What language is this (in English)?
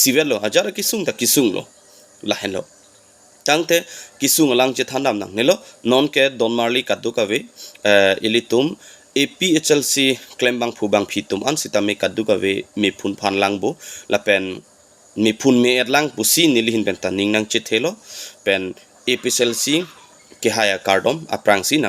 Karbi